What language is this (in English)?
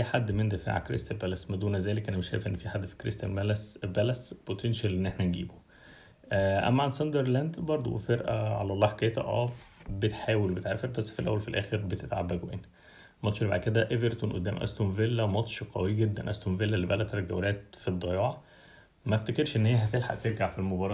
Egyptian Arabic